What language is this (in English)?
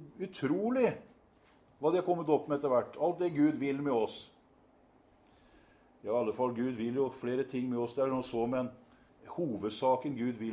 Norwegian